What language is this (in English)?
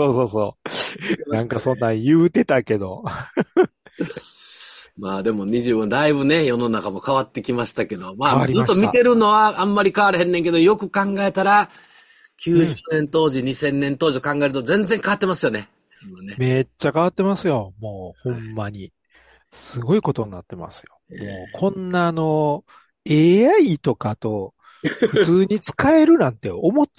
Japanese